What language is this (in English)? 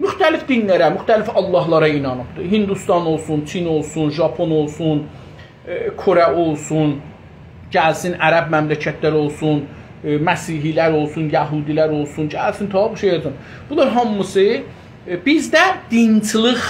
South Azerbaijani